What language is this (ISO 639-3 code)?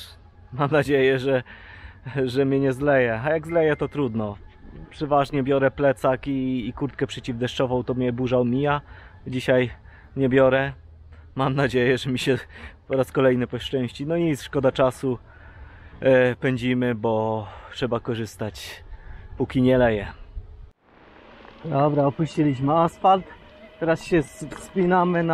pol